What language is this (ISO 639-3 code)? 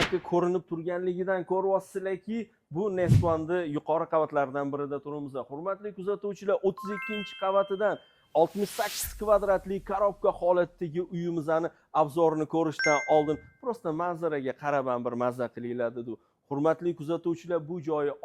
uzb